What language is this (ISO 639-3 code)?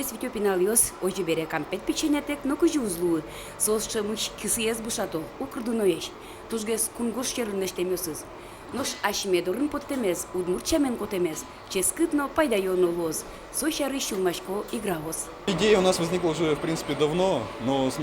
udm